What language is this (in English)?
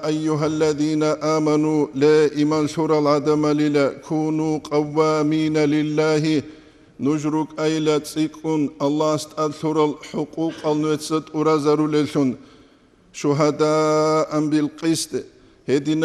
Avaric